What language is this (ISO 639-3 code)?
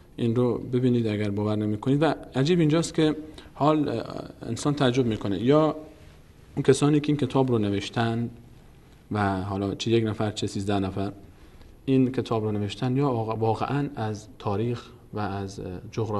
fas